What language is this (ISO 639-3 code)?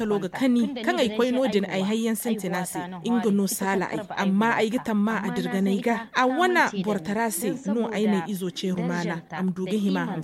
dje